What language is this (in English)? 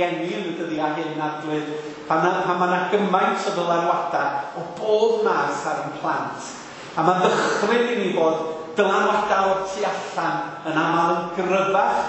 Welsh